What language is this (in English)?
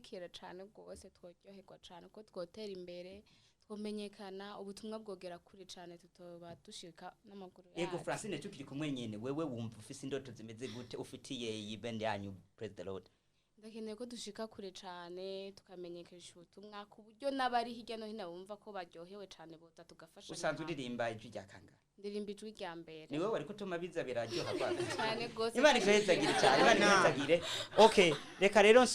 Rundi